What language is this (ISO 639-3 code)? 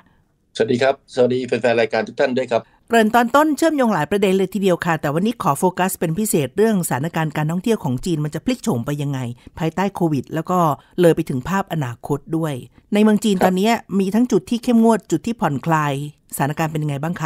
tha